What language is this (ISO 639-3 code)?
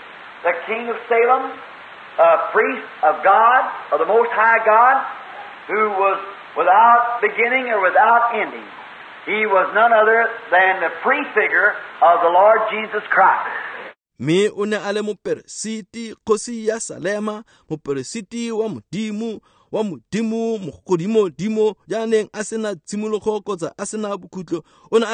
tsn